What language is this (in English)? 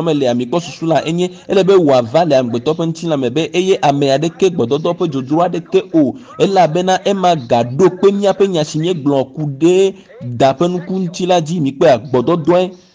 Ewe